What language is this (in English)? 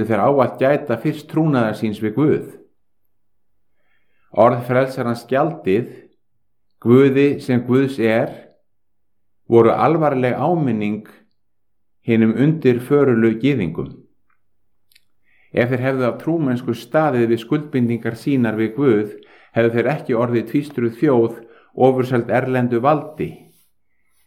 Icelandic